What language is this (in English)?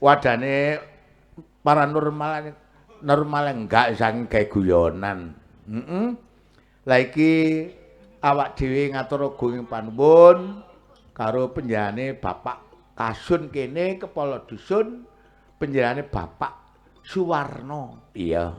Javanese